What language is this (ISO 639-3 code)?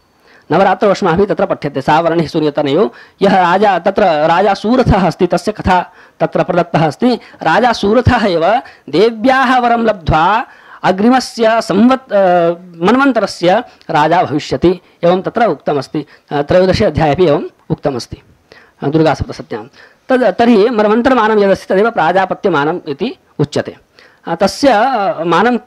san